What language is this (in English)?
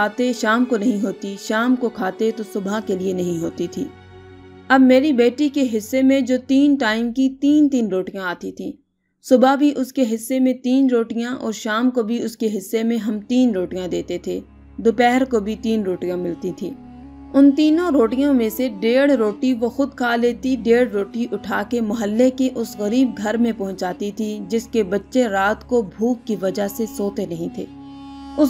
Urdu